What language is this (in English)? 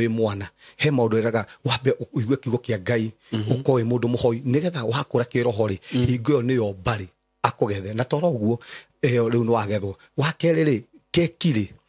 Kikuyu